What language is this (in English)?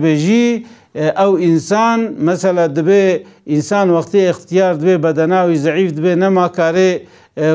Kurdish